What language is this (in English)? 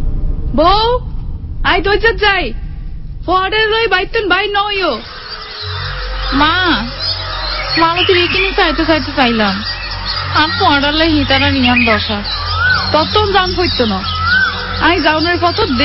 Bangla